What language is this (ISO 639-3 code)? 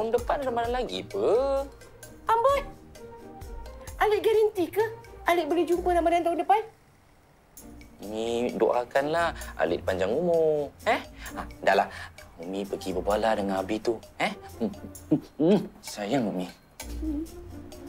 msa